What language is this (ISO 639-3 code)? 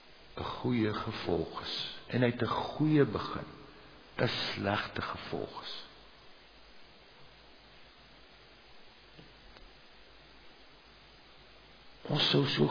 afr